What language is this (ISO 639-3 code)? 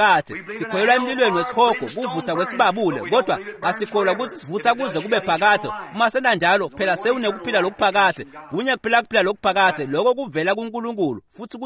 ssw